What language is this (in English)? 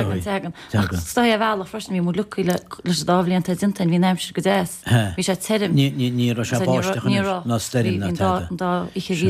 Irish